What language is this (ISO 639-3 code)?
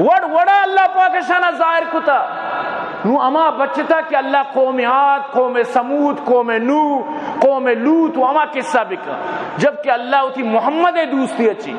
bgp